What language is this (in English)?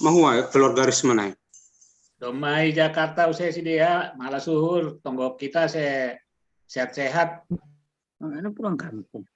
Batak Simalungun